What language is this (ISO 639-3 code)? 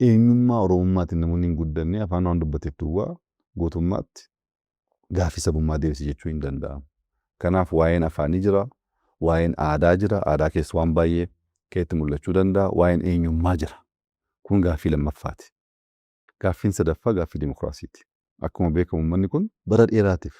orm